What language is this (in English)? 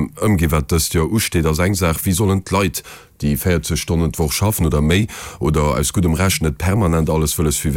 Luxembourgish